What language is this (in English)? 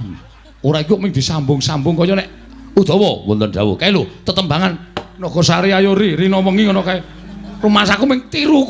Javanese